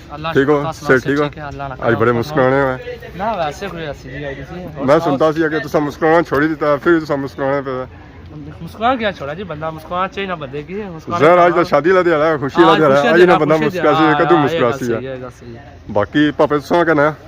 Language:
Pahari-Potwari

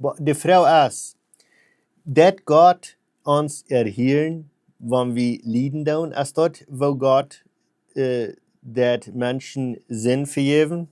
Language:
Plautdietsch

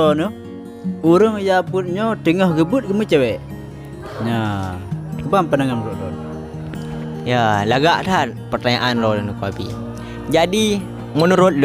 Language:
Achinese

